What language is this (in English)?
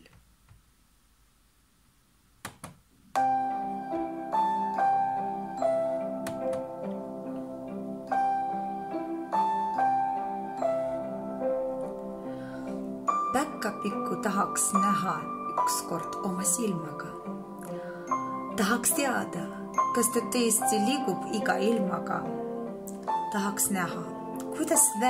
Estonian